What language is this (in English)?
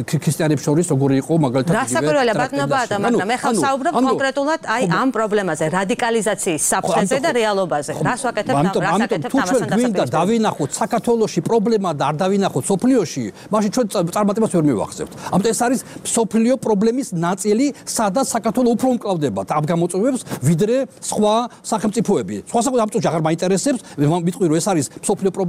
Georgian